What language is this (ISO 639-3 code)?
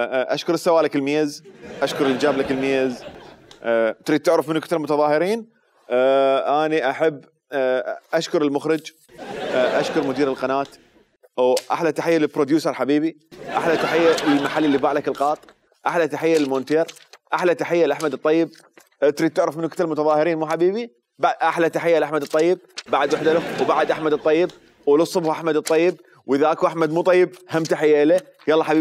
acm